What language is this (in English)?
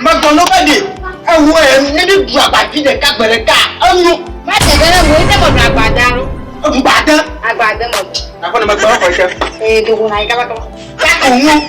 Ewe